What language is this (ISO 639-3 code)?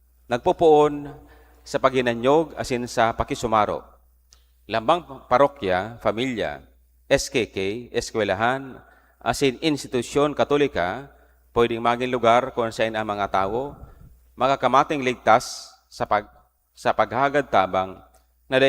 bik